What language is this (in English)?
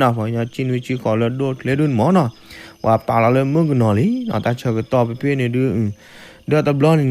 S'gaw Karen